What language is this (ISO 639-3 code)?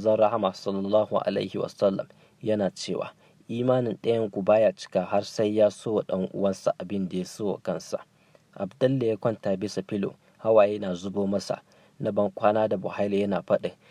hau